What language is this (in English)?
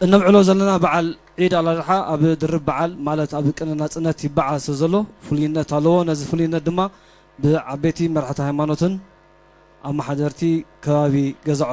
Tigrinya